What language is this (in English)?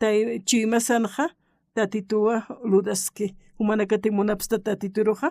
Aymara